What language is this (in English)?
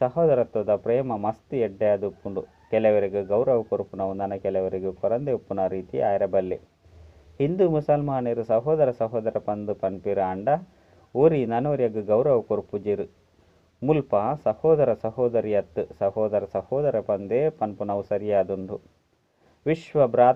Tulu